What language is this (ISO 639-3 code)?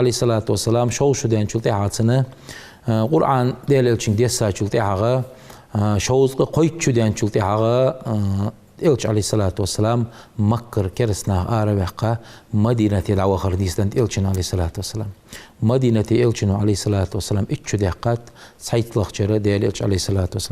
inh